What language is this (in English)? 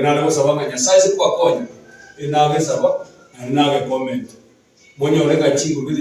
Gusii